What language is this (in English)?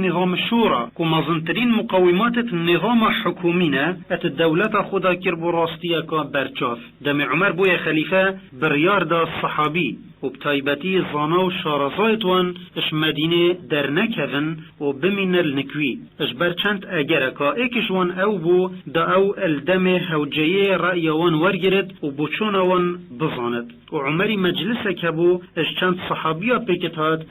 Kurdish